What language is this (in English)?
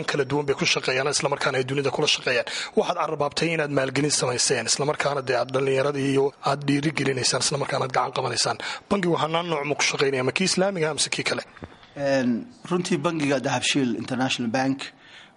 Somali